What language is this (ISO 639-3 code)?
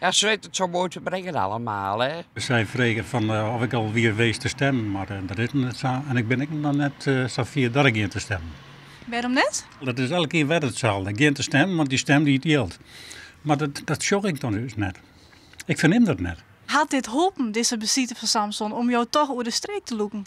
fry